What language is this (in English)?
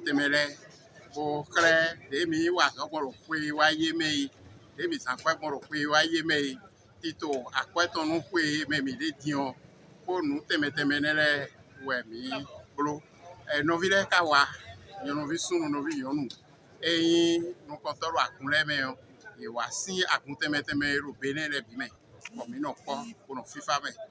Fon